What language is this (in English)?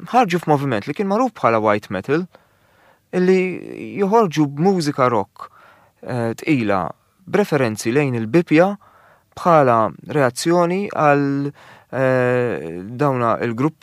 Maltese